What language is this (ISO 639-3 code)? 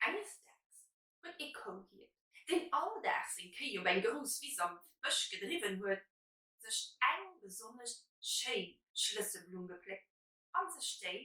ltz